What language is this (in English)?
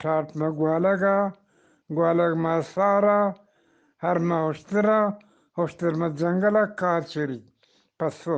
Eastern Balochi